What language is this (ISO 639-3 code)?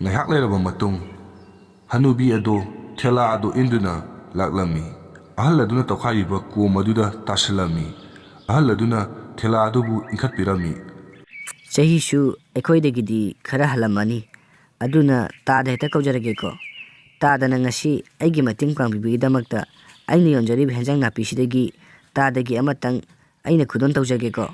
mni